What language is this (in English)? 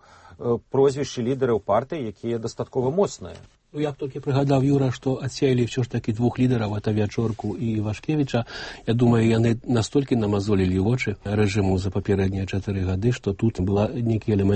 Belarusian